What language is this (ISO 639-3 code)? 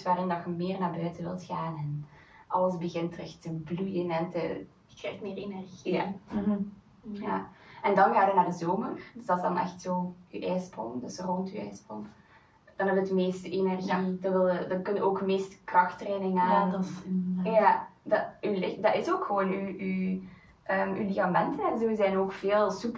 nld